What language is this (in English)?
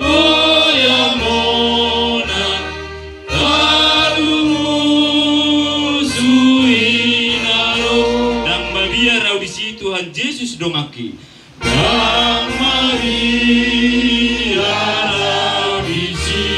Batak Toba